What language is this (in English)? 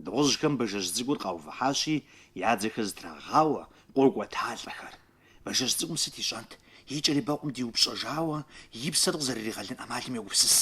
Kabardian